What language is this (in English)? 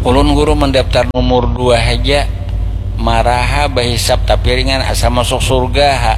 Banjar